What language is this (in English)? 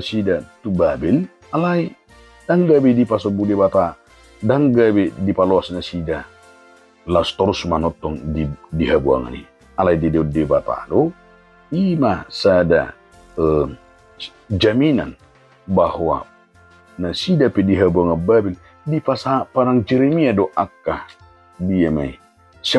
Batak Toba